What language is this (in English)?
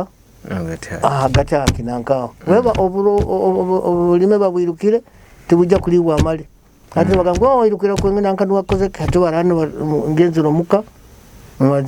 Nyoro